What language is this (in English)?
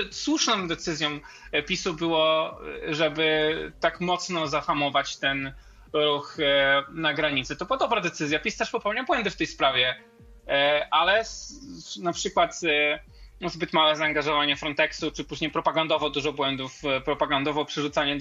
Polish